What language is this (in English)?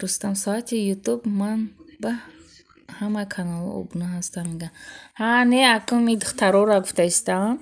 Tajik